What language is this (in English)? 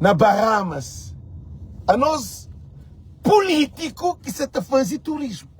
Kabuverdianu